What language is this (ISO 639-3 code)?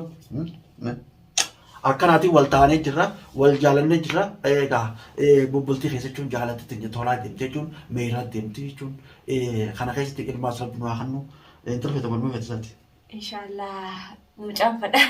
orm